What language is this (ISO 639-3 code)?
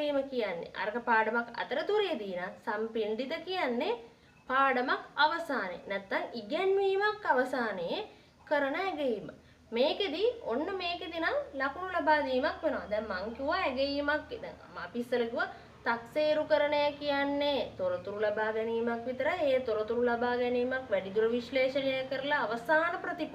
sin